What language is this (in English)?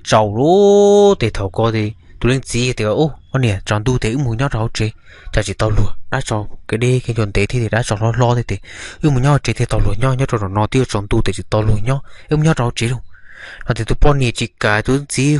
Hmong